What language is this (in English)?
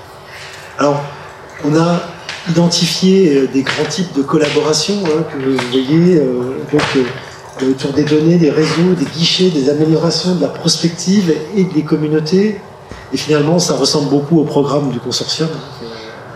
French